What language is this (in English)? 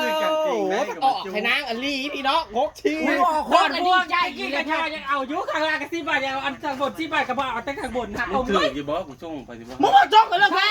Northeastern Thai